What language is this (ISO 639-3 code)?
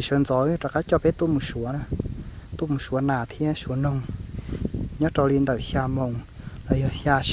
hmn